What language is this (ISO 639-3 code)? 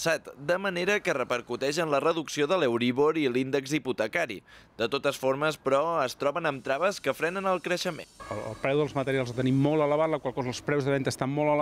cat